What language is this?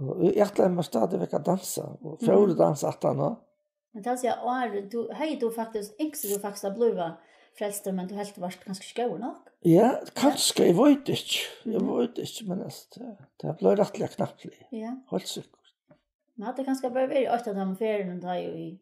Faroese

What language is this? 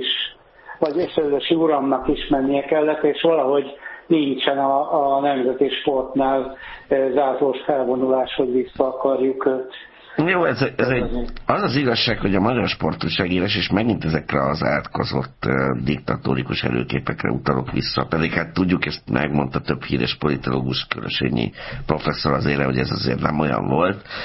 Hungarian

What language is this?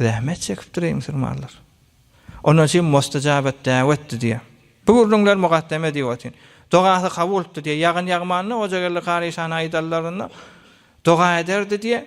Turkmen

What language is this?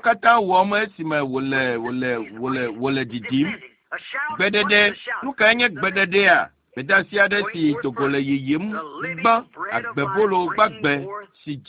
Ewe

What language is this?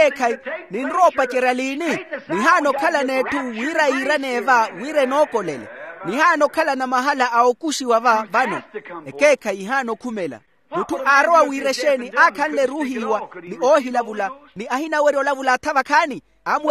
Makhuwa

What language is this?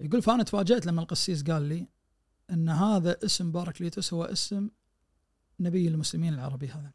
Najdi Arabic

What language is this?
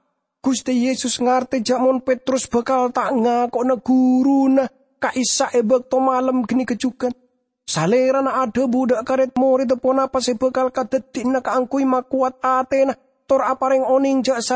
Madurese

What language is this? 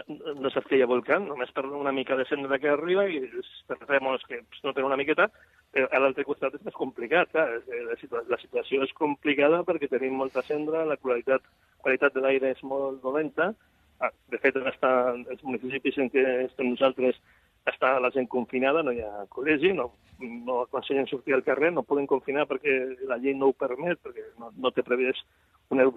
Catalan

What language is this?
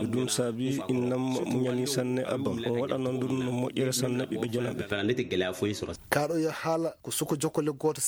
Fula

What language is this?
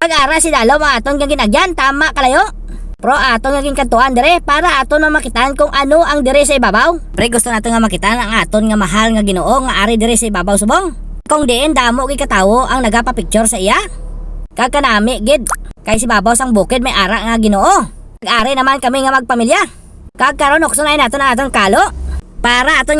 Hiligaynon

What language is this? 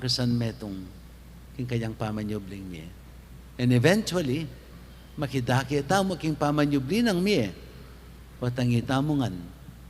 Pampanga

